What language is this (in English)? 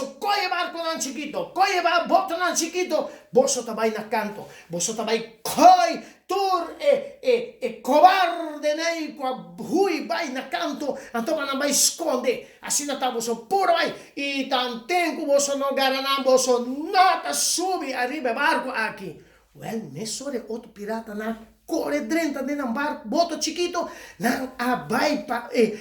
Papiamento